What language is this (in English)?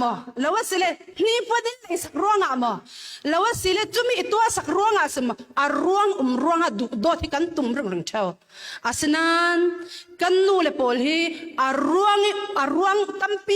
Falam Chin